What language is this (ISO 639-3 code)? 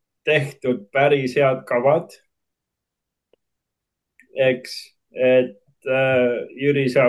est